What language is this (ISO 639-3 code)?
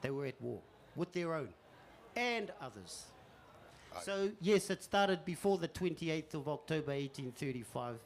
mri